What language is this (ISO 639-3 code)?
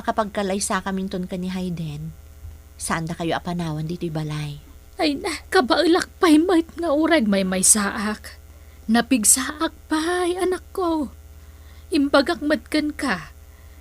ilo